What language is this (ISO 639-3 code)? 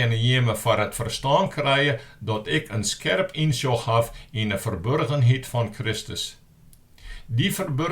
fry